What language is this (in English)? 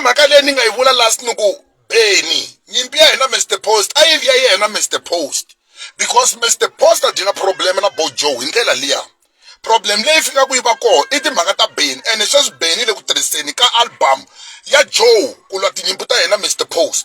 Tsonga